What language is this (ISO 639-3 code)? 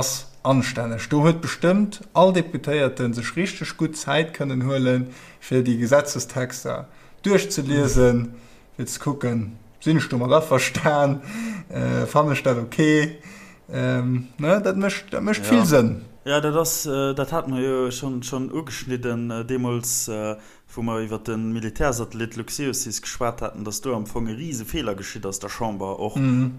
ltz